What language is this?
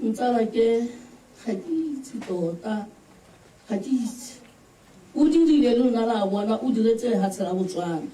Tswana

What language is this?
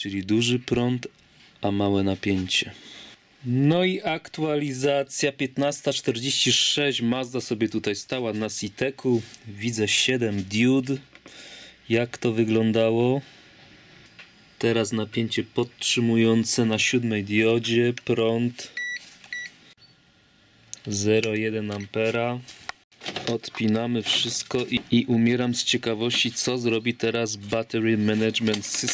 Polish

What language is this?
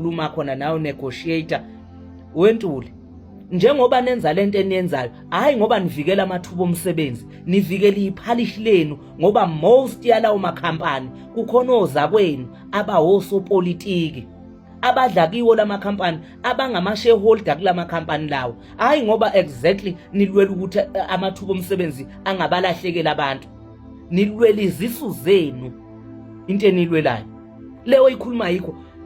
Zulu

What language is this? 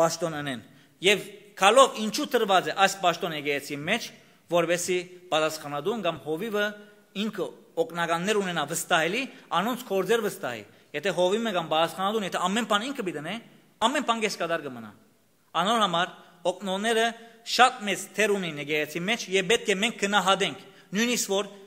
Western Armenian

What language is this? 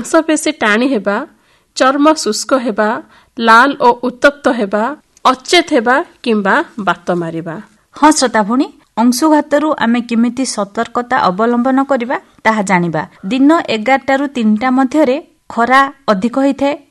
Odia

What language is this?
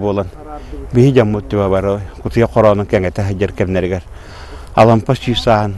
Yakut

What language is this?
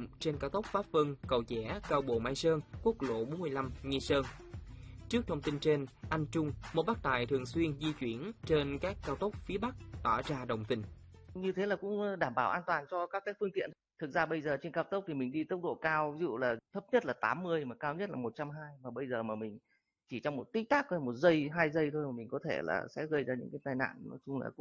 Vietnamese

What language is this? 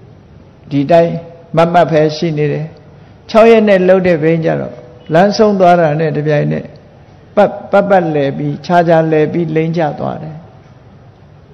Burmese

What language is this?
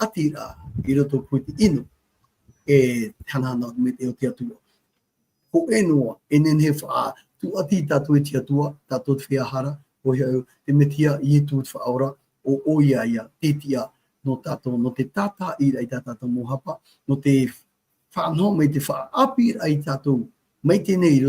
Tahitian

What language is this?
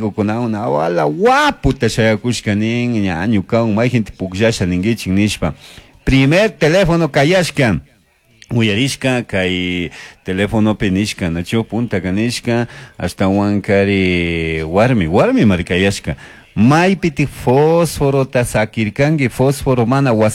Chimborazo Highland Quichua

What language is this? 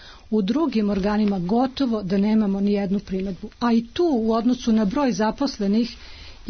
Serbian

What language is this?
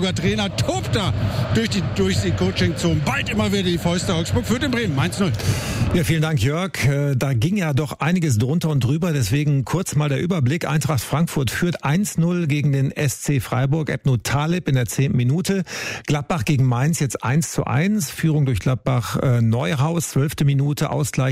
German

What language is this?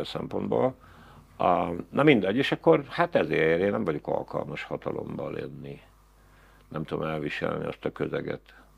Hungarian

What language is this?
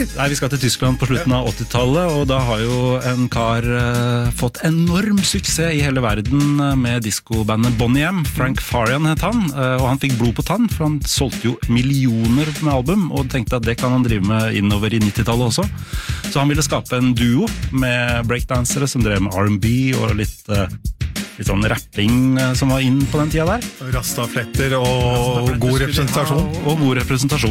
Norwegian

